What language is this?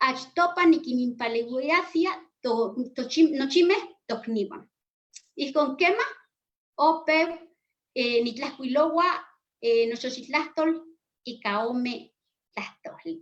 Eastern Huasteca Nahuatl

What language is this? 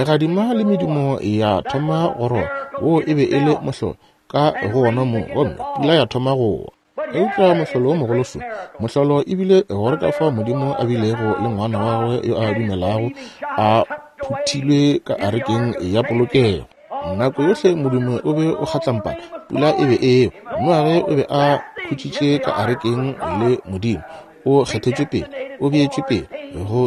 Northern Sotho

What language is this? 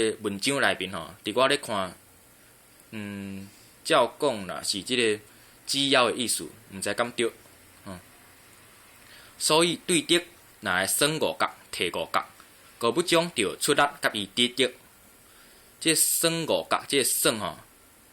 Min Nan Chinese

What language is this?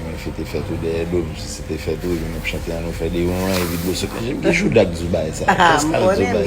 Haitian Creole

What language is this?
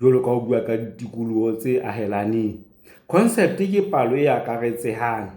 Southern Sotho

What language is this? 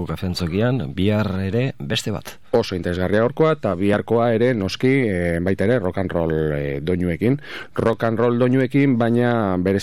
Basque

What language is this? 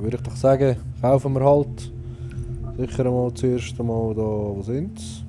Swiss German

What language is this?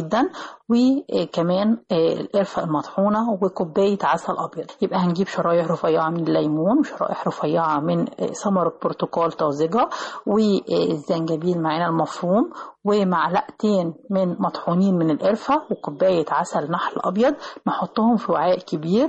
Egyptian Arabic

